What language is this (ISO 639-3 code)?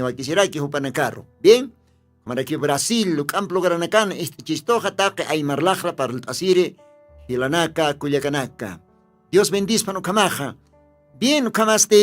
aym